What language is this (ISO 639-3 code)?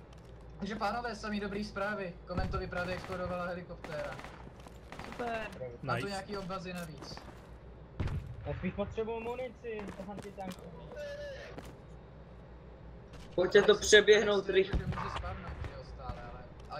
ces